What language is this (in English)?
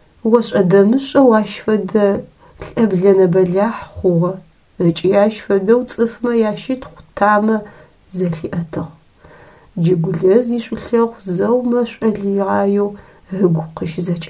Adyghe